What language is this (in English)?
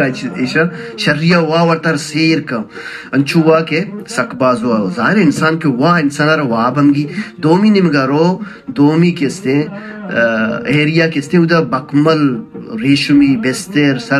Baluchi